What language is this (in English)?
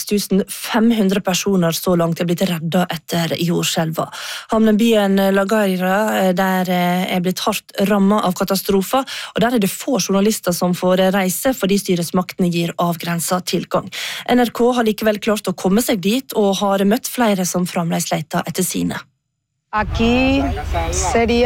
Norwegian